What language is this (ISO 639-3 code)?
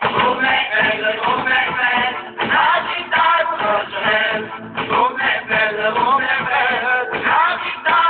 nap